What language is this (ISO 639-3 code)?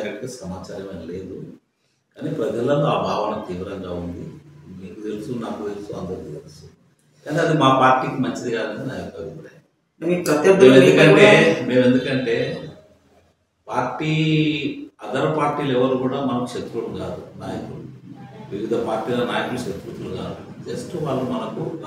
tel